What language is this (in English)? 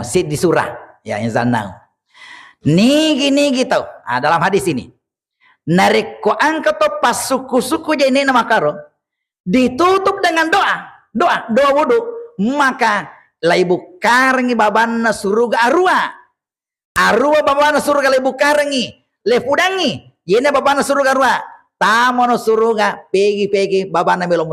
Buginese